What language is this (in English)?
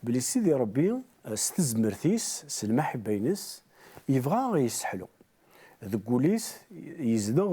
Kabyle